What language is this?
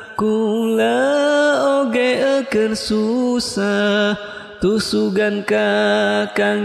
Sundanese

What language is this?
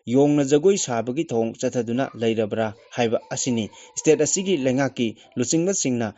Manipuri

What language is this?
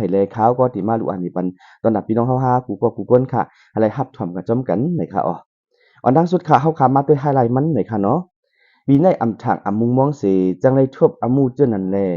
Shan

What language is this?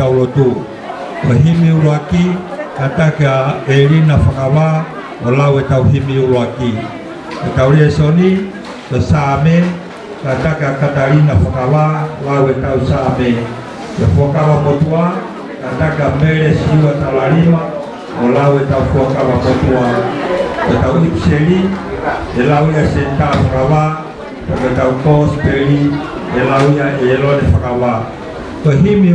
Tongan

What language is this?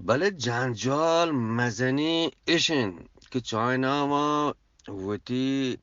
Eastern Balochi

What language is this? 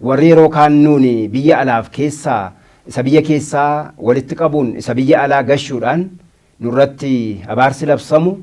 Oromo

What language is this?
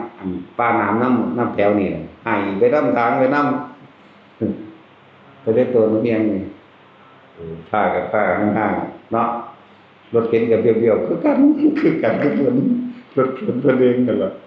Northeastern Thai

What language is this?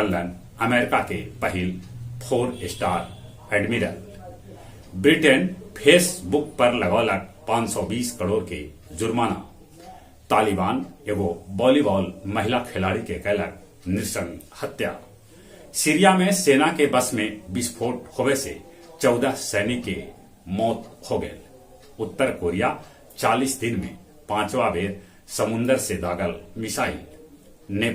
Magahi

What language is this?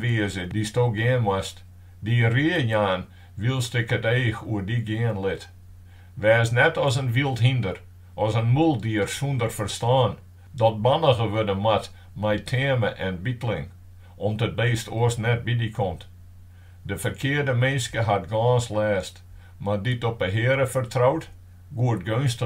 Western Frisian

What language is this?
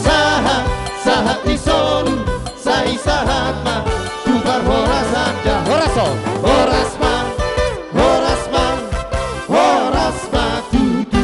Batak Toba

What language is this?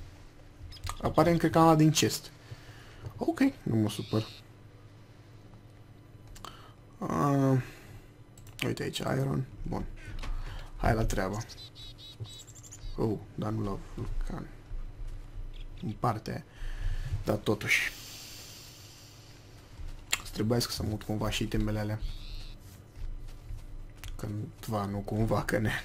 Romanian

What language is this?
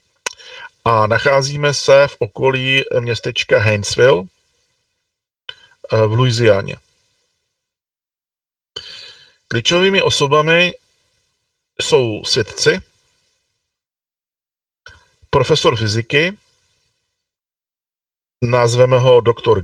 Czech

